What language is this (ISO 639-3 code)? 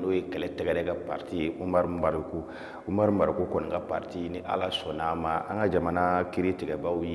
bam